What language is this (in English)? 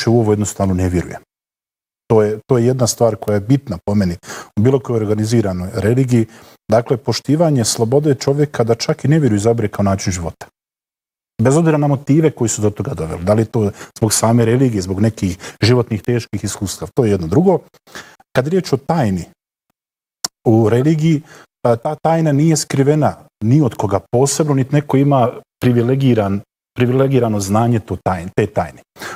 Bosnian